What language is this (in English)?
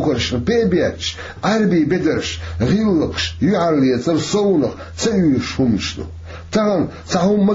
Chechen